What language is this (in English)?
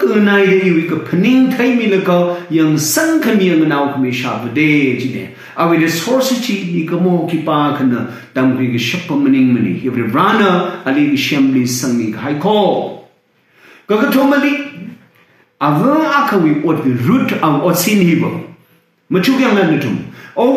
Tangkhul Naga (India)